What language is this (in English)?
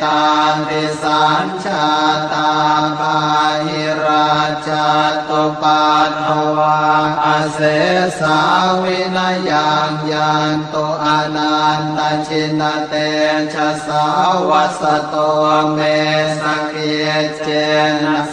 Pali